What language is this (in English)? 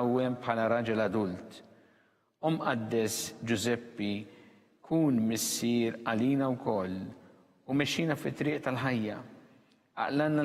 Maltese